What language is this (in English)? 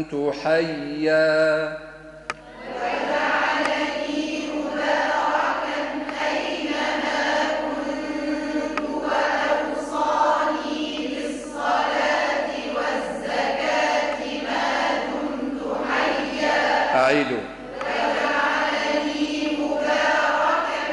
Arabic